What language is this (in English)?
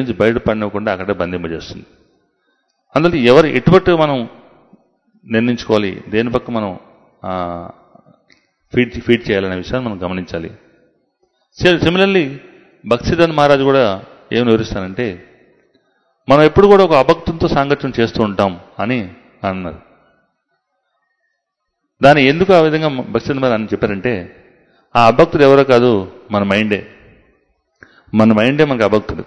Telugu